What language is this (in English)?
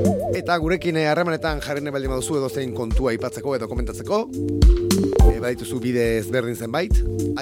Basque